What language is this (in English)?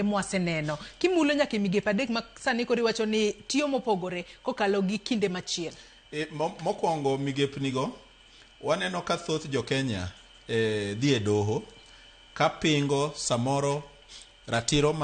Luo (Kenya and Tanzania)